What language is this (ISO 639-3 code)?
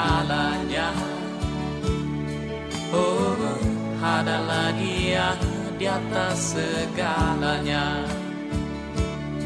ind